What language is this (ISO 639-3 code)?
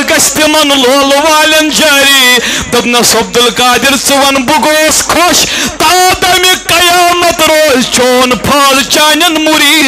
kas